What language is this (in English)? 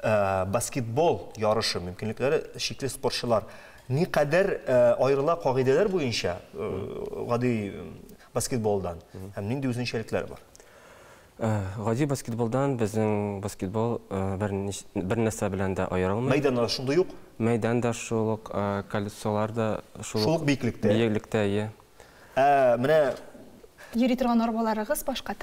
Tatar